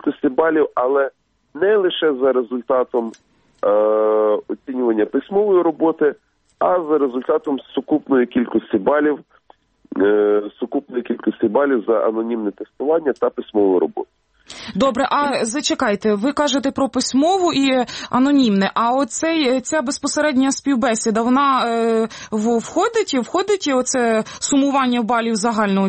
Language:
Ukrainian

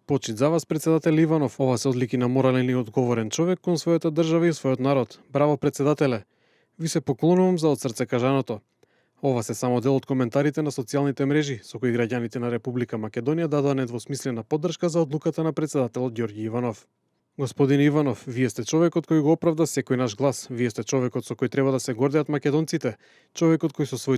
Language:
Macedonian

